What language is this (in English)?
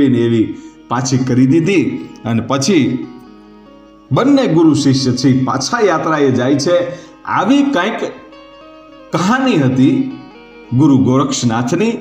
Gujarati